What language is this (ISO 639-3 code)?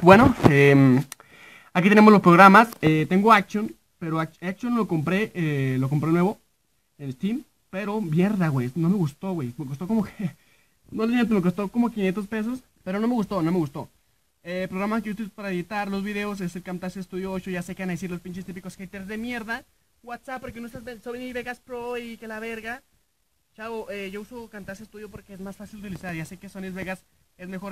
spa